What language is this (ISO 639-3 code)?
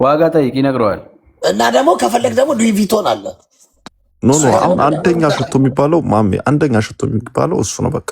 amh